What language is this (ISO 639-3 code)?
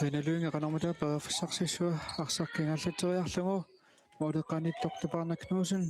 kal